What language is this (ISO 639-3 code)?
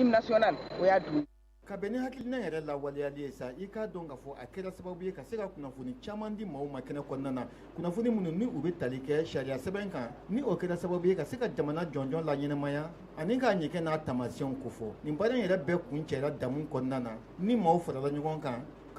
bam